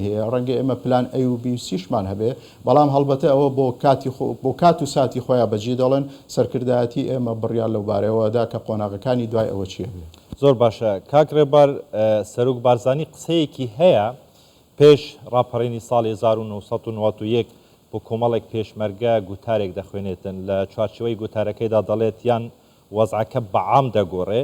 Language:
Central Kurdish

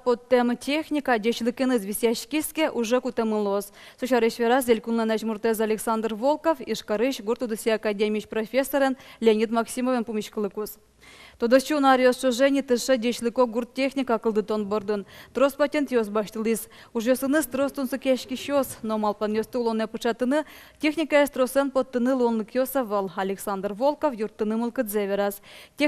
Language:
Udmurt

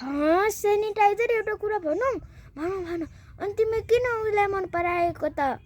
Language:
Nepali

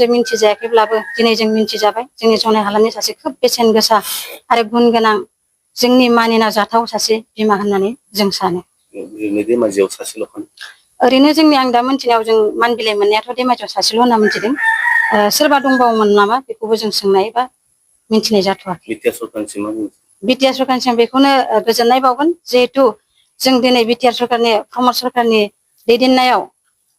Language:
Bodo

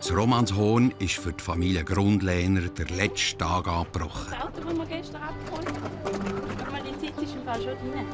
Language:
Swiss German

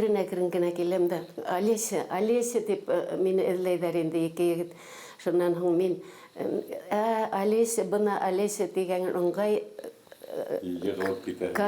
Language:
Bashkir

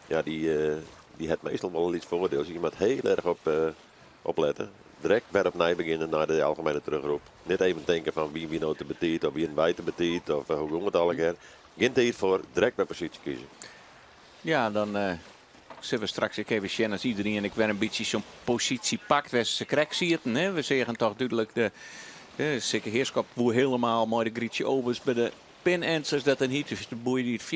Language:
Western Frisian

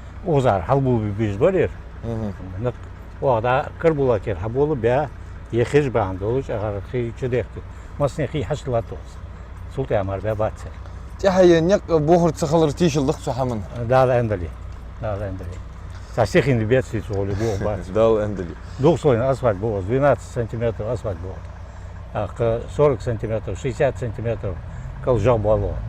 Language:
Ingush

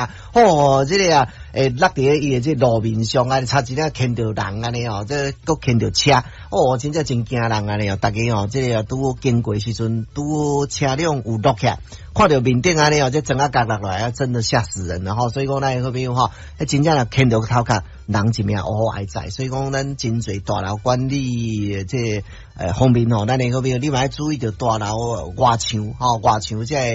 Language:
Min Nan Chinese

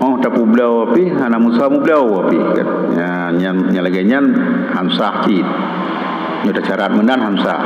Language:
Achinese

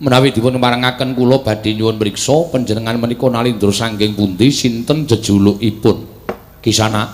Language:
Javanese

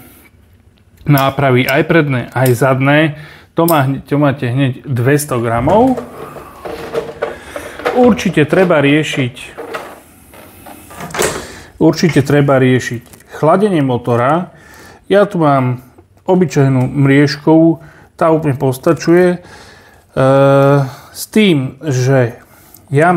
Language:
Slovak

